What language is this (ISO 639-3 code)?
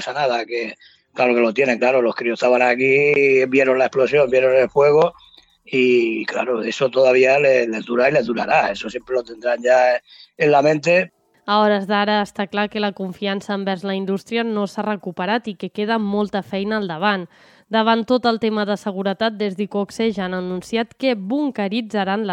cat